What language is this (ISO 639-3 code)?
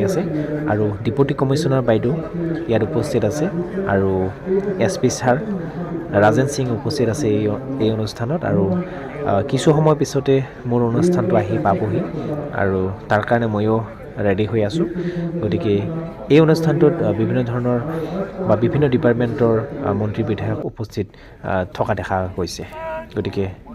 asm